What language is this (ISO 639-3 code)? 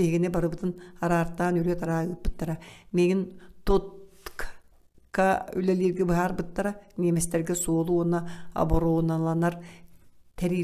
sah